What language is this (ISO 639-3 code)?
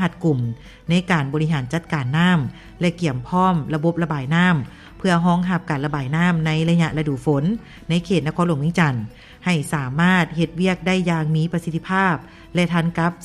lao